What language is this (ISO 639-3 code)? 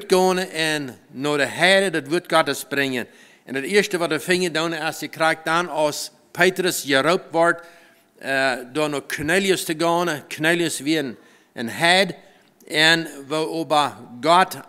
pdt